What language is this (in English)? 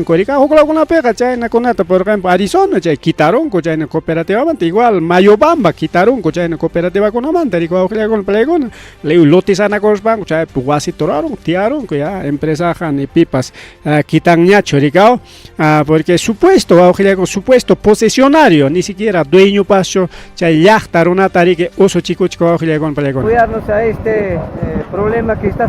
Ayacucho Quechua